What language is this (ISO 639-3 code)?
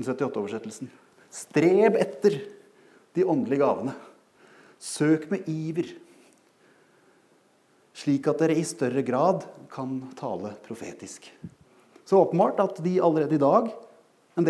nor